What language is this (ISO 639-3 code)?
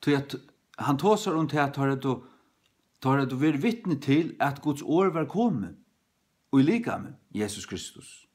fao